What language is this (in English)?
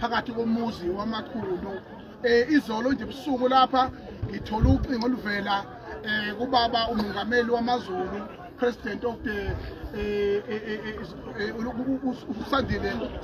Zulu